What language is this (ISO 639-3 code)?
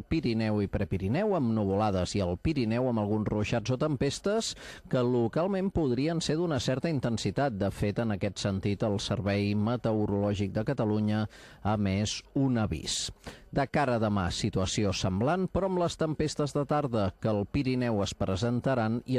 cat